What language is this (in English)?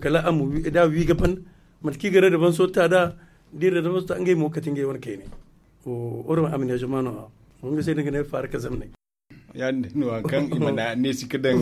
Zarma